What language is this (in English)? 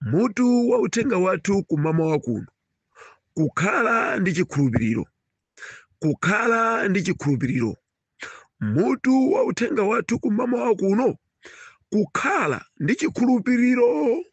Nyanja